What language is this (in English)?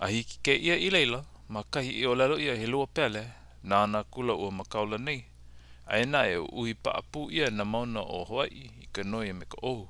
Hawaiian